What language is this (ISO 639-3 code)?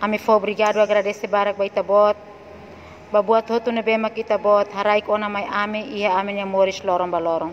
tet